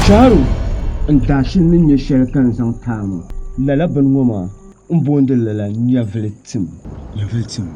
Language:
Dagbani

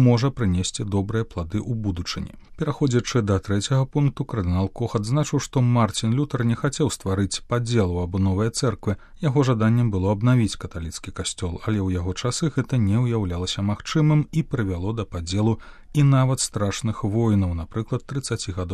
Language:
Belarusian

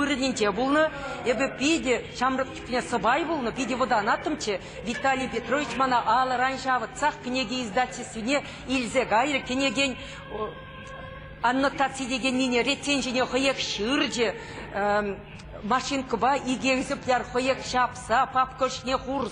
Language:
Chuvash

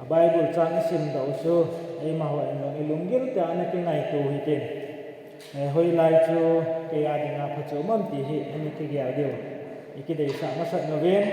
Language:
Thado Chin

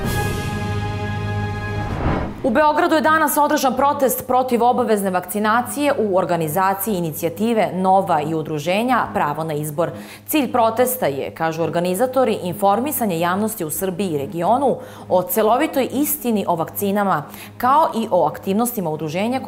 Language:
Serbian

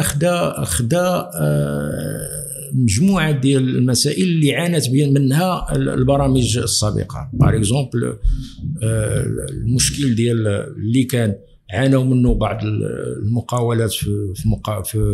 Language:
Moroccan Arabic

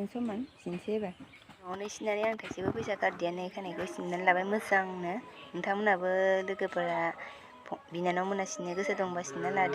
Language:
Bodo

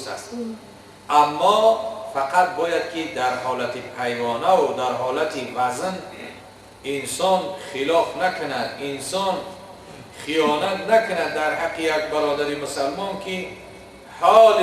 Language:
Tajik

